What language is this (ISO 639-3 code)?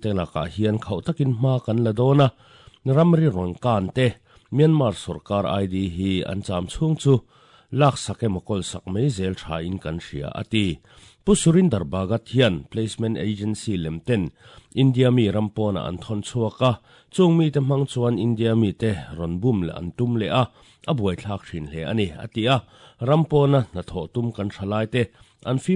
lus